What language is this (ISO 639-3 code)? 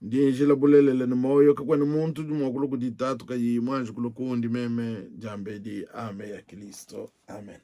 lua